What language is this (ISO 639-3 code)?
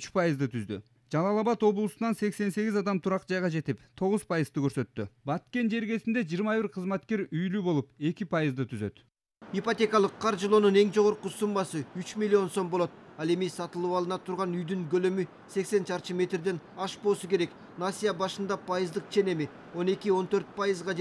kir